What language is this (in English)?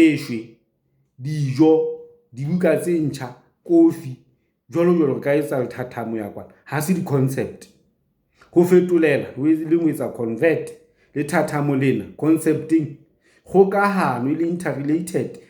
Southern Sotho